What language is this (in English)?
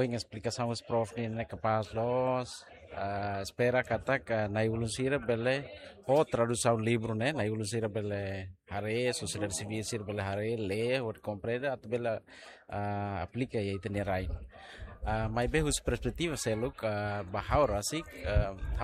Tetum